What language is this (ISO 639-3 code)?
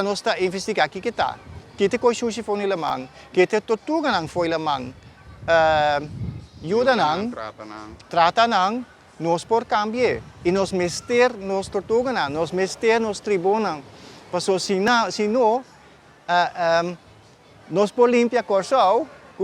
pap